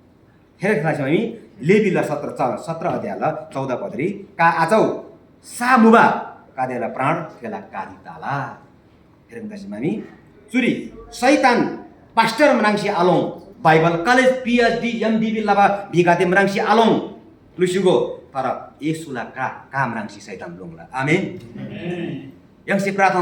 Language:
Eastern Tamang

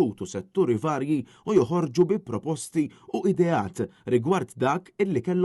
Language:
Maltese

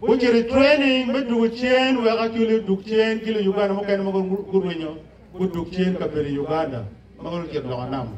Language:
Acoli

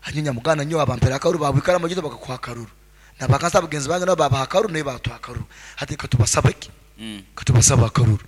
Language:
Nyoro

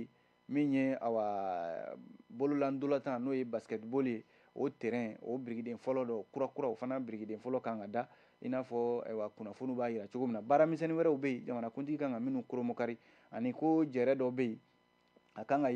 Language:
Bambara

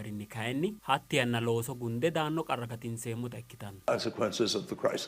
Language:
Sidamo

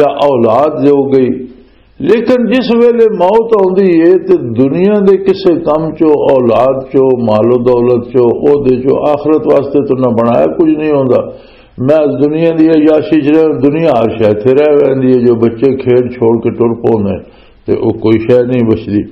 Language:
Western Panjabi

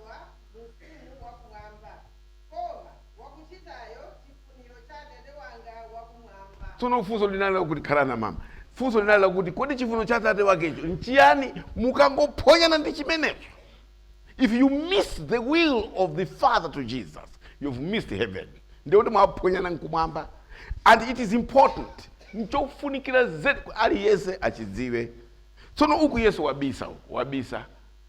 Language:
Nyanja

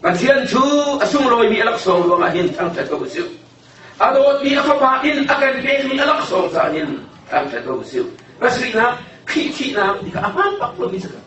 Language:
Hakha Chin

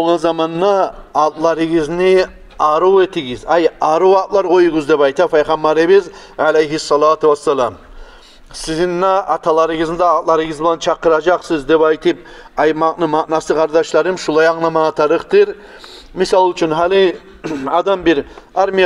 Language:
Kumyk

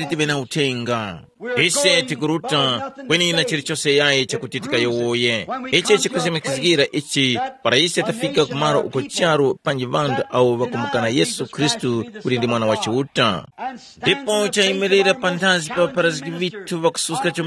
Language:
Tumbuka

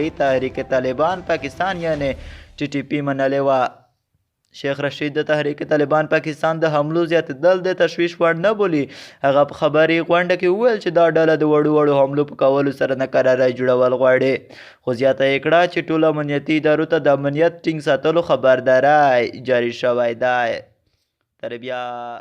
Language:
Pashto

